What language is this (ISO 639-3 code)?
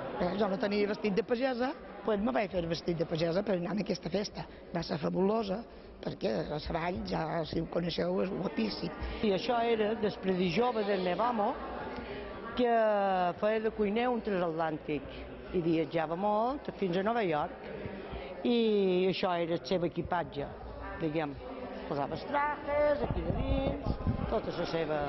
cat